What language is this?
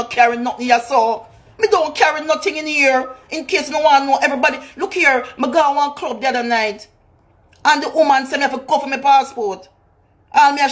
Jamaican Creole English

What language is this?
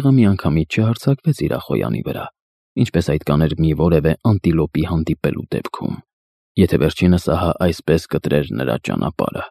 Armenian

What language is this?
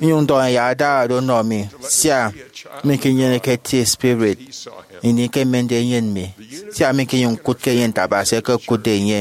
Efik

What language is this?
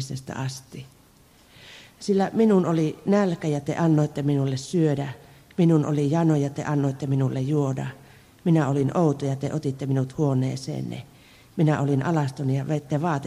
Finnish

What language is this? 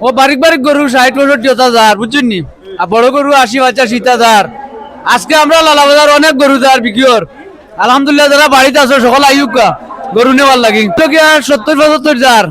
Sylheti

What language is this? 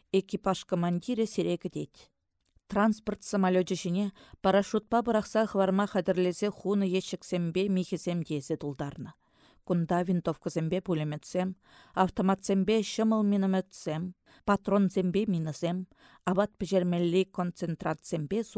Chuvash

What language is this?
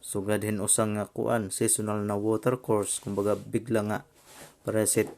Waray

